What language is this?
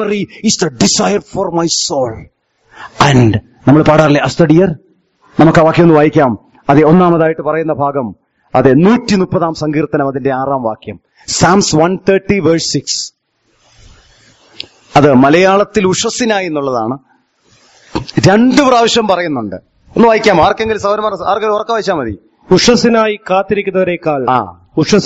Malayalam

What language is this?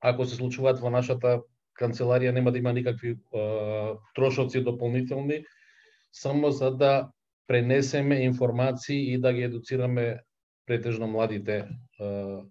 Macedonian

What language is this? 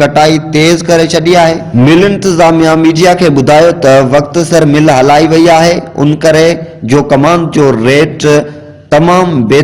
Sindhi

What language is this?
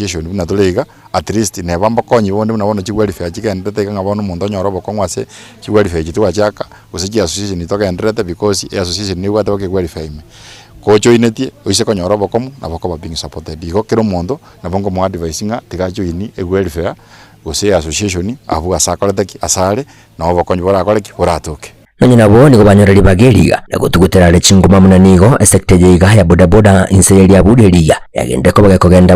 Gusii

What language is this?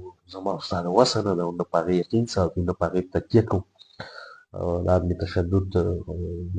Pashto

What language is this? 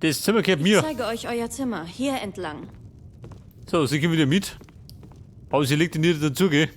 Bavarian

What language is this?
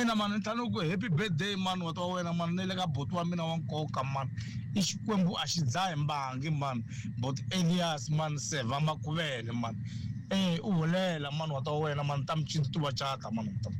Tsonga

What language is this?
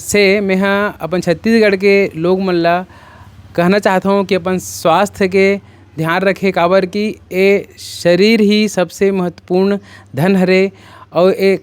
Chhattisgarhi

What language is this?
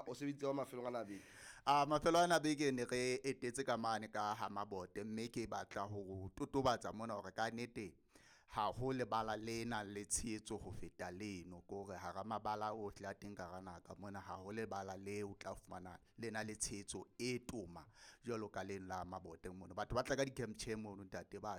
Southern Sotho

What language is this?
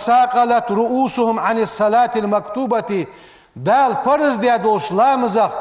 Ingush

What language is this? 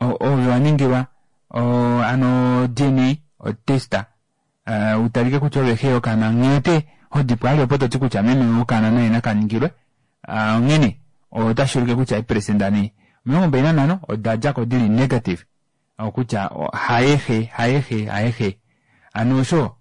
Kuanyama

